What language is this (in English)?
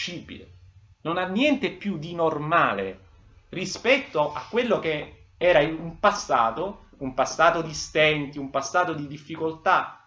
Italian